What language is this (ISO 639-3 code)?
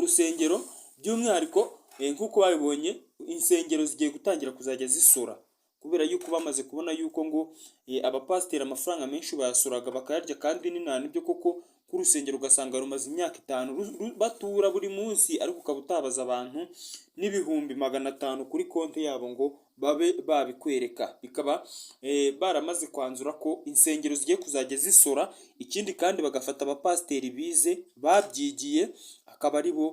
kin